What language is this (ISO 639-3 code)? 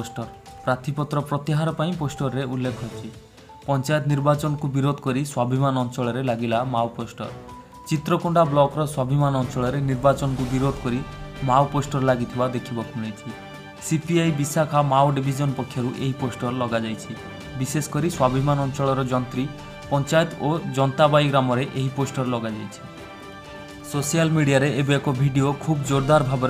ori